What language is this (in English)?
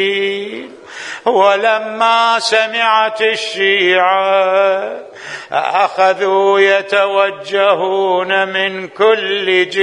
Arabic